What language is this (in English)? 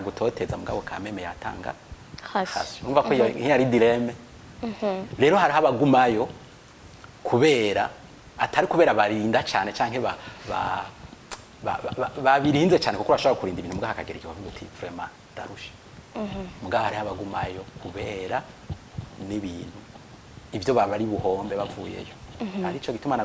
Rundi